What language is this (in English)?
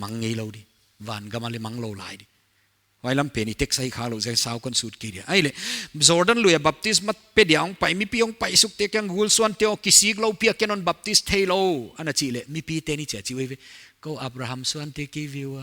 Paite Chin